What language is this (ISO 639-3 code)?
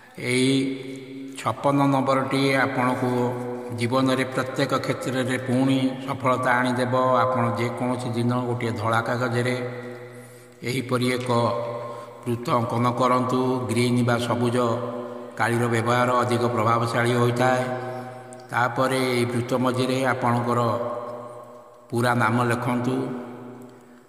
ori